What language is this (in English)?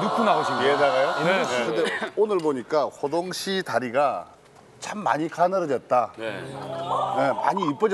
Korean